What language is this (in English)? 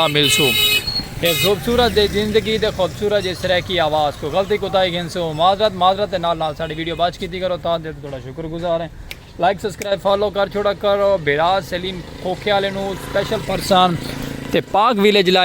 Saraiki